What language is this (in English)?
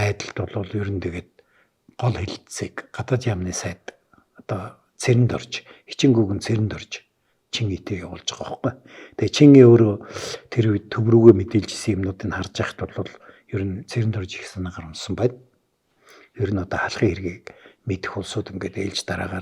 Mongolian